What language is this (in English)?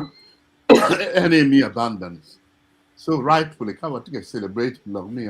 Acoli